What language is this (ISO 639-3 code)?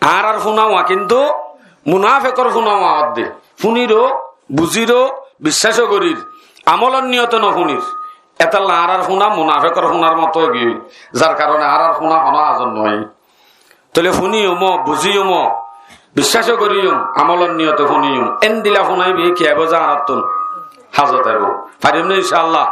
rhg